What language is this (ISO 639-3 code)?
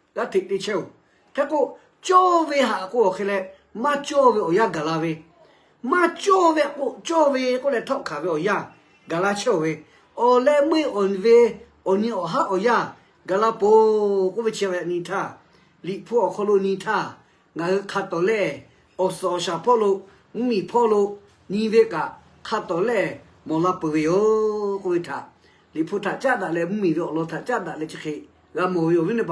lhu